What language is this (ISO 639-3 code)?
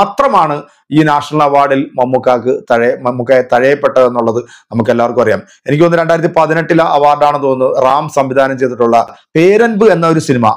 mal